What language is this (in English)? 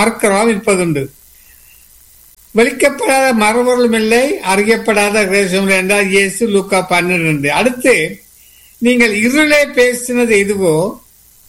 Tamil